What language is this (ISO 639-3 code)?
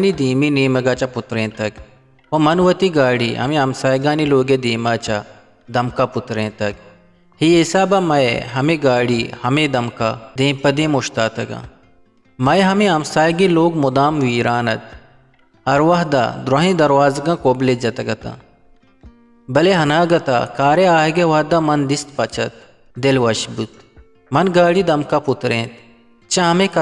bgp